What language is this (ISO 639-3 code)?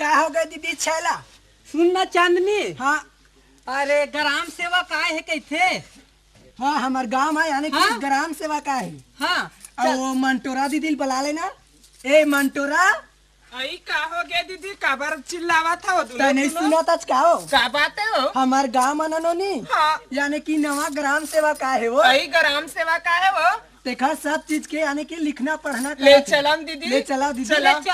hne